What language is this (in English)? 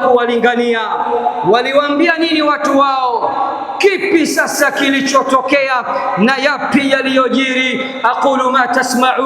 Swahili